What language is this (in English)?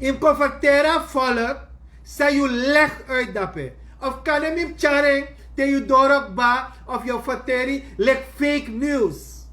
Sranan Tongo